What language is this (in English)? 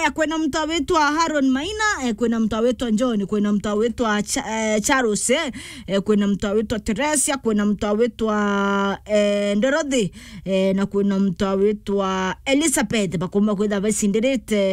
Meru